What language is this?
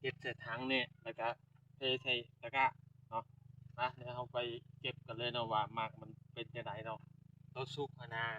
Lao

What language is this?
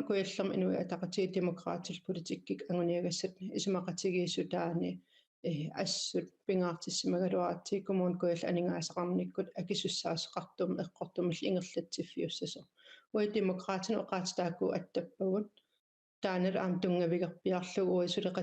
Kalaallisut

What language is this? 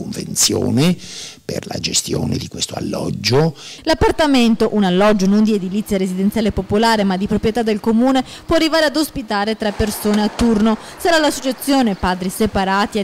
Italian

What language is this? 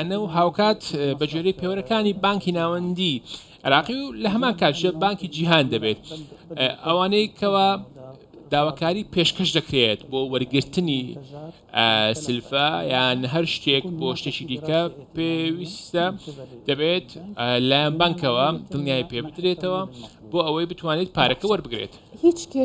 Central Kurdish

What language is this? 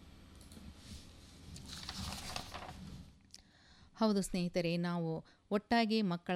Kannada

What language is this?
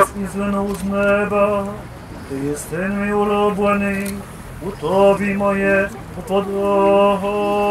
Ukrainian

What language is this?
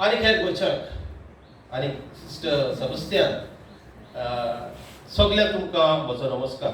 Konkani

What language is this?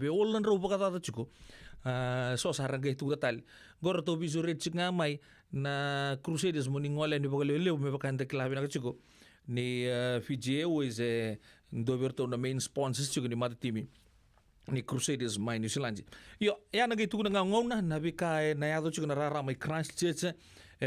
Fijian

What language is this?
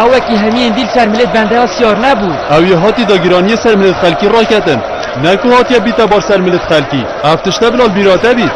Kurdish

